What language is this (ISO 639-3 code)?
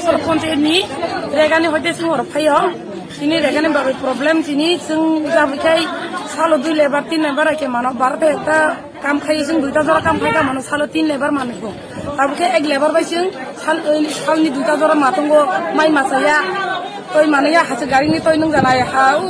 trp